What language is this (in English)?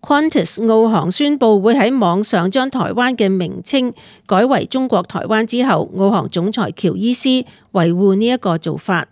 Cantonese